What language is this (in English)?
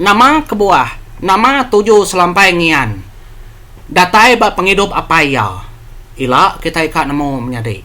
Iban